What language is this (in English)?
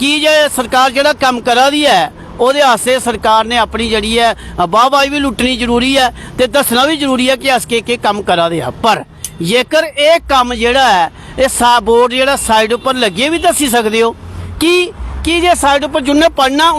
Dogri